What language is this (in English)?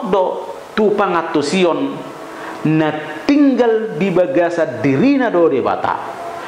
Batak Toba